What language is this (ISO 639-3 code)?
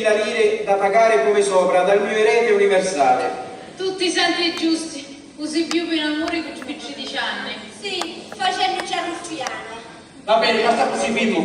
scn